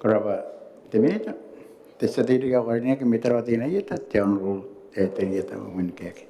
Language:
Gilbertese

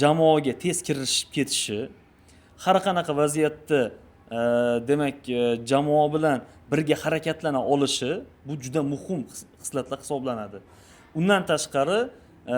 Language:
Uzbek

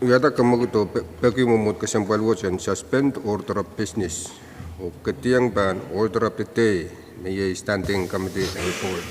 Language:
Pohnpeian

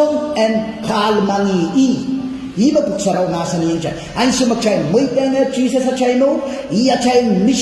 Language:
Pohnpeian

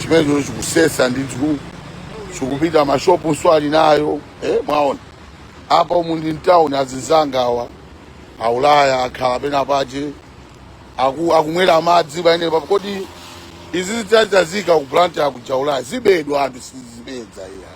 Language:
Nyanja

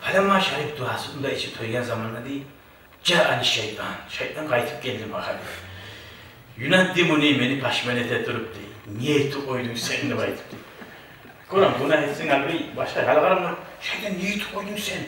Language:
Kumyk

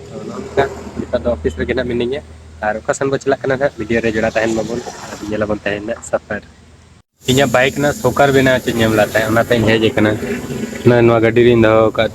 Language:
Santali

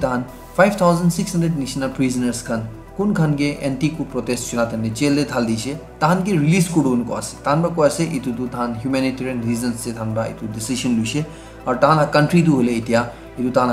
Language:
Naga Pidgin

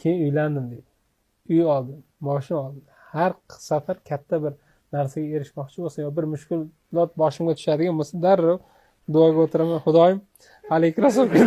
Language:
Uzbek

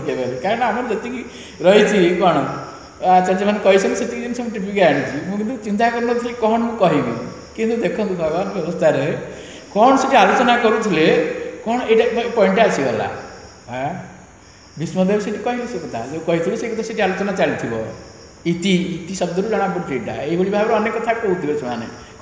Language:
Odia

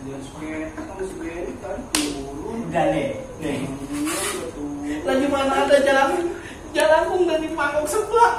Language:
Betawi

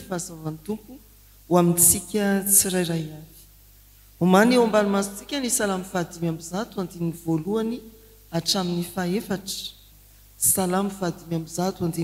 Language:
Malagasy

